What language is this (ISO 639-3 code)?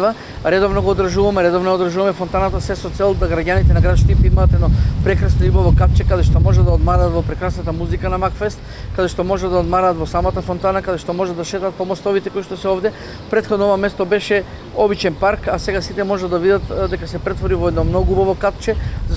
mkd